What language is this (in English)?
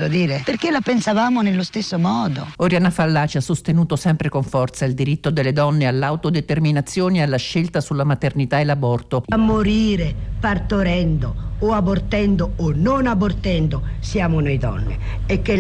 Italian